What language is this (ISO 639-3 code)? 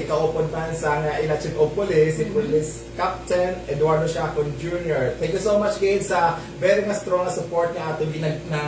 hil